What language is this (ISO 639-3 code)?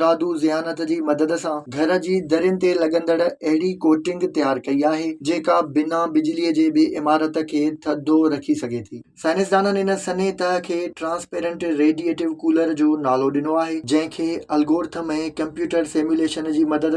snd